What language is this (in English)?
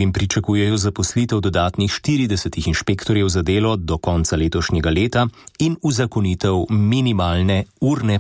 Slovenian